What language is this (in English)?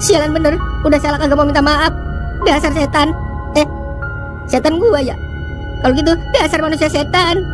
Betawi